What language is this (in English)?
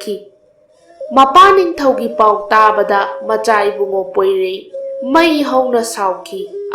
Manipuri